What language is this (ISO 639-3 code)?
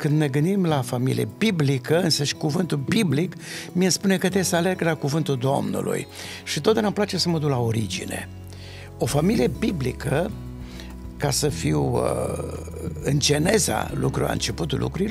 ron